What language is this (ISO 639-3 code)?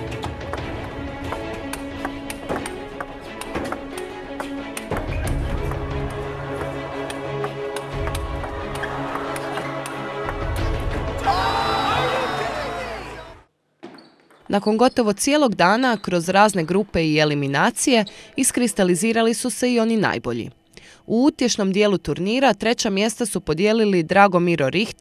hrv